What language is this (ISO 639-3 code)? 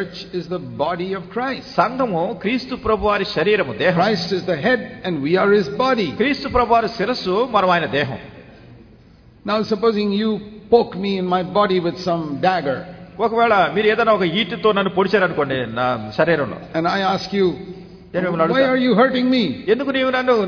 tel